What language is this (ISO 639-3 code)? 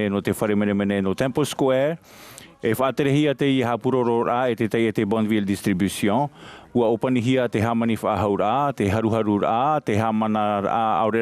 tah